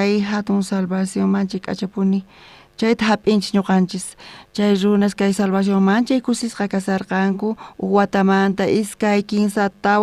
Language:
South Bolivian Quechua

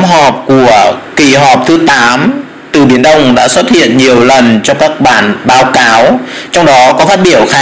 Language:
Vietnamese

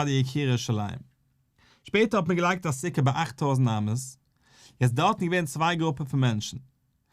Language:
Yiddish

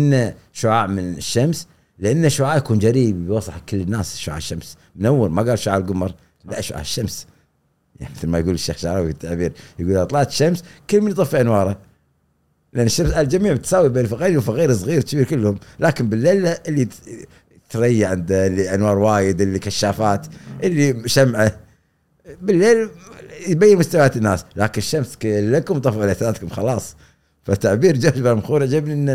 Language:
Gulf Arabic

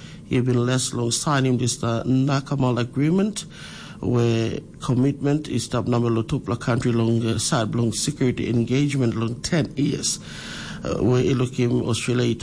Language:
Tok Pisin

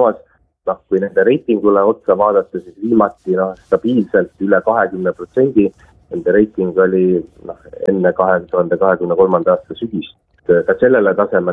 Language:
Estonian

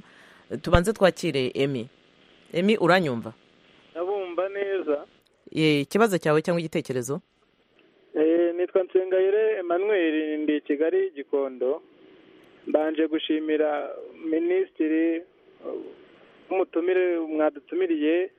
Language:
Kinyarwanda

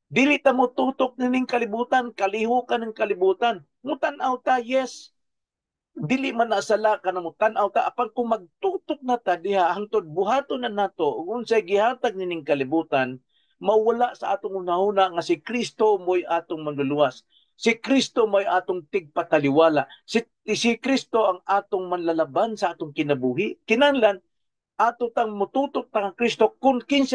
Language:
Cebuano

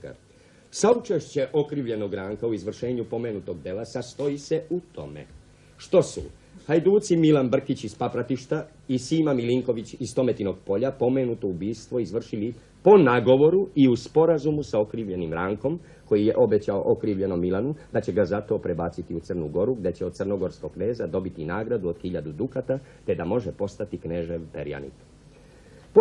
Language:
Serbian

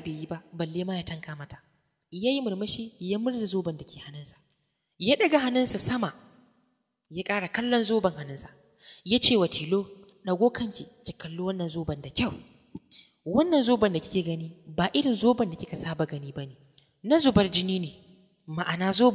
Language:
Hausa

